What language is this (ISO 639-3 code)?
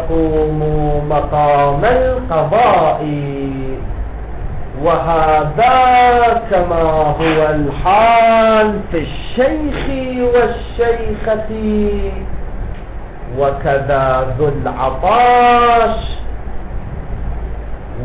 ara